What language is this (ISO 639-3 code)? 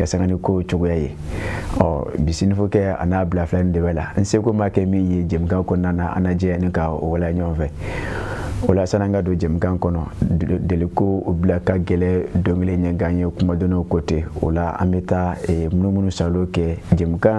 bam